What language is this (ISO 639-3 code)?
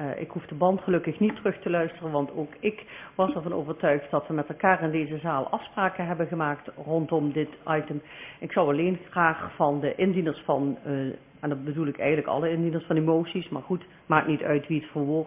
nld